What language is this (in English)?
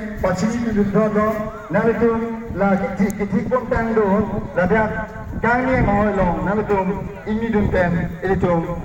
Karbi